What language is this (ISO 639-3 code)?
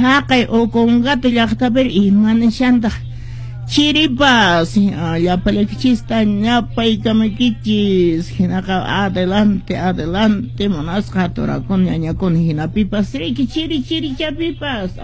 que